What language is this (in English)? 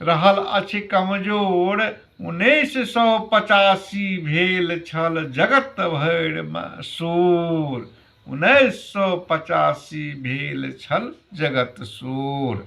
Maithili